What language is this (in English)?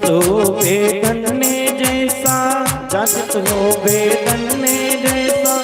Dogri